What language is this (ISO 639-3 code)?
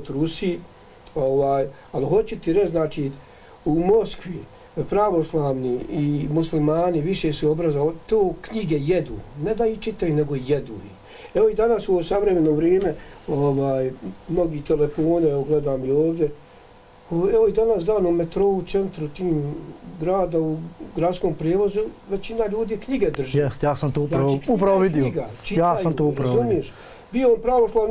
bos